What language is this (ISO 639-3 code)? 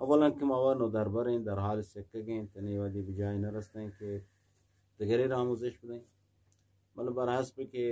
bgp